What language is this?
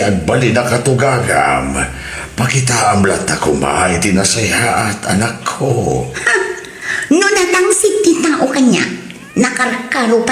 Iloko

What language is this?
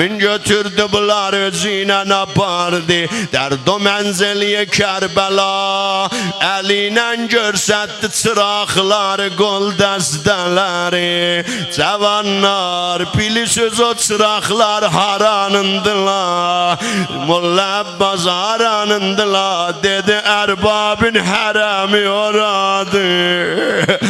South Azerbaijani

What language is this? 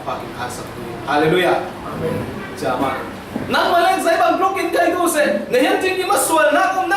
Falam Chin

